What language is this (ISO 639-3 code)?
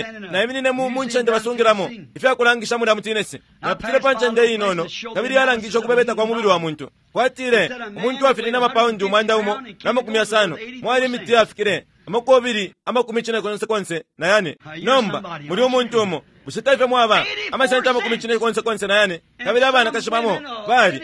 bem